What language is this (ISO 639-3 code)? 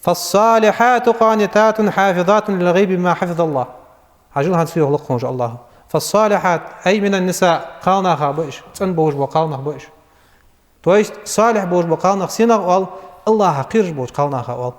inh